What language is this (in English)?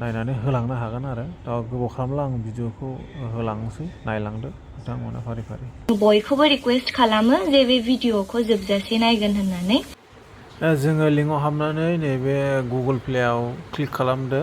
Bodo